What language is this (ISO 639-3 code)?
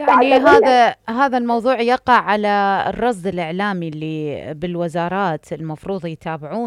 acm